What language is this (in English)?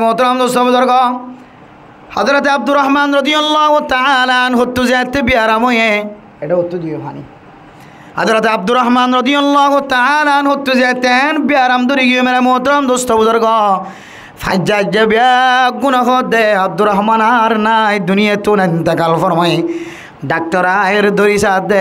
Rohingya